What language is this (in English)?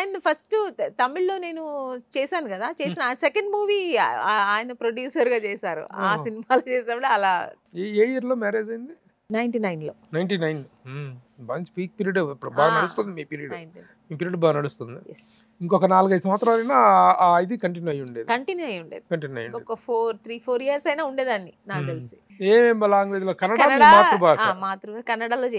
Telugu